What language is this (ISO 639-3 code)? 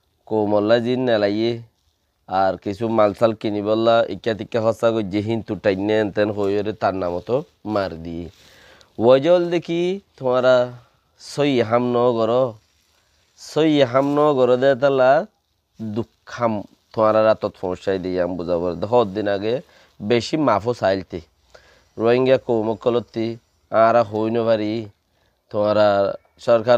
rhg